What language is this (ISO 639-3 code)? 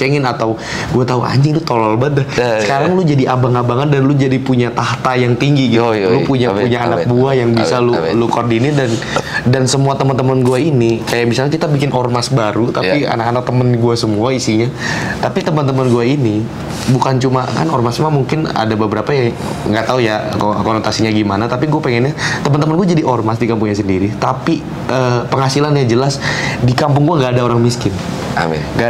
ind